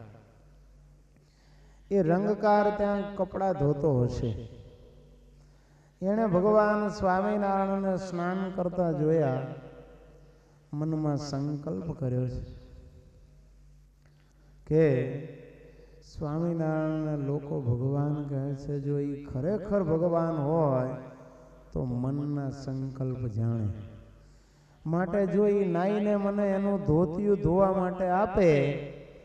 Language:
Gujarati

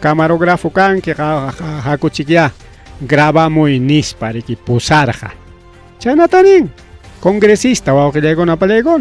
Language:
Ayacucho Quechua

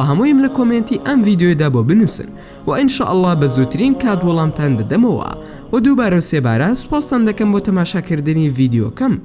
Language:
Central Kurdish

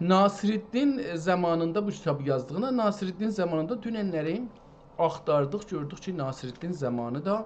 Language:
South Azerbaijani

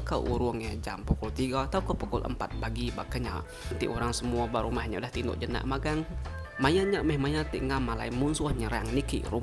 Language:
Iban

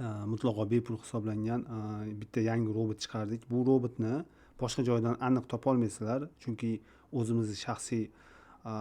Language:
Uzbek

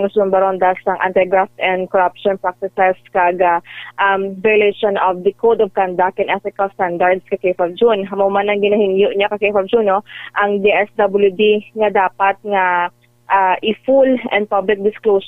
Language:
Hiligaynon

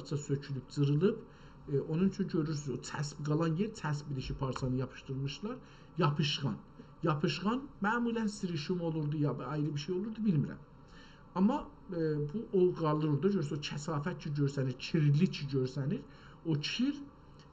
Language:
South Azerbaijani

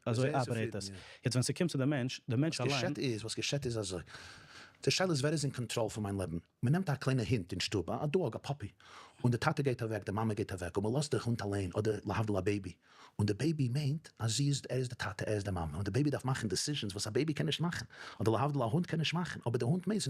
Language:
Yiddish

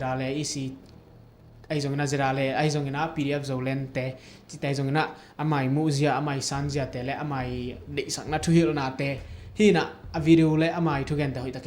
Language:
Tedim Chin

